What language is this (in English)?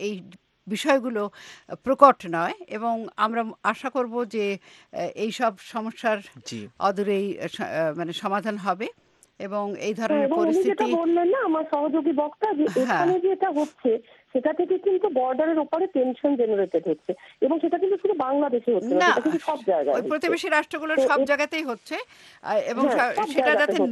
Bangla